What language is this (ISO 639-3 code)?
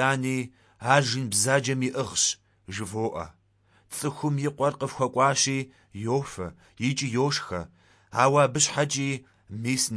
kbd